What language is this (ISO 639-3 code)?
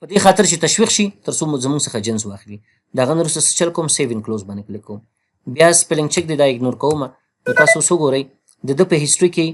pus